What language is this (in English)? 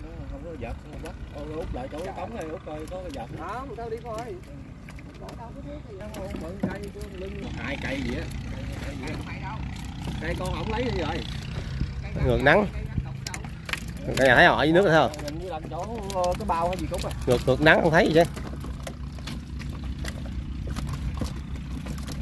Vietnamese